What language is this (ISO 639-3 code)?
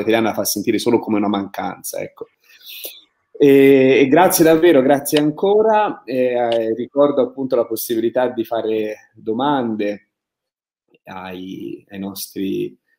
ita